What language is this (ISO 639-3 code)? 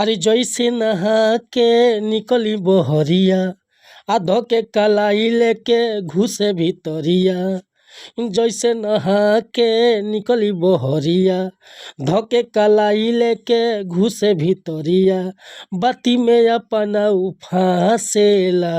bho